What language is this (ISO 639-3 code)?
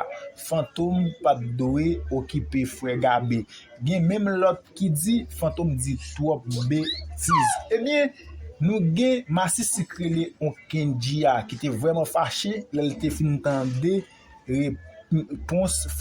hat